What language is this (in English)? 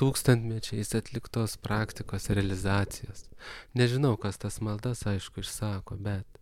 Lithuanian